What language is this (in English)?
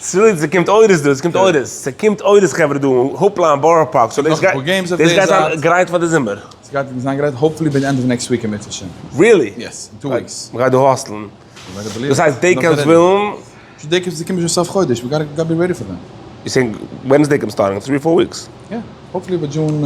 Yiddish